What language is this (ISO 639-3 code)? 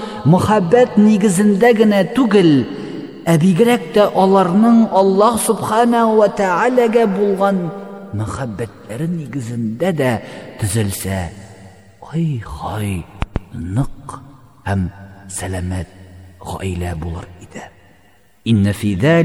tat